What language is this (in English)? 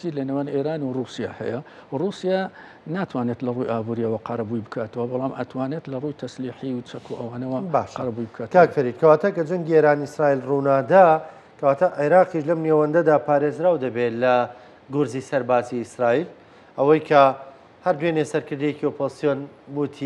Central Kurdish